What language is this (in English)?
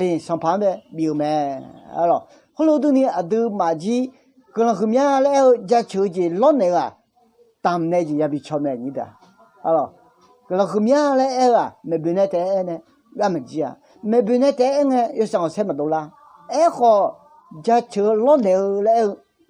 Akha